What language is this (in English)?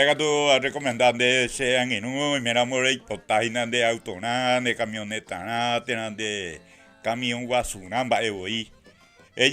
Guarani